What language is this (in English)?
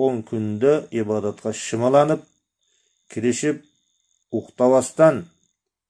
Kyrgyz